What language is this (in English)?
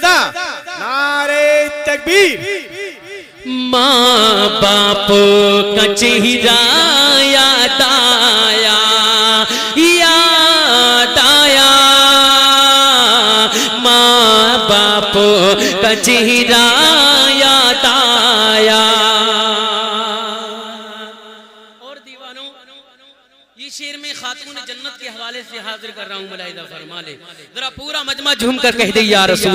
Urdu